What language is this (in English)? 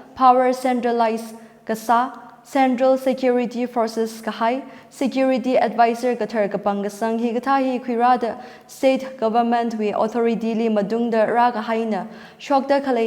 Tangkhul Naga (India)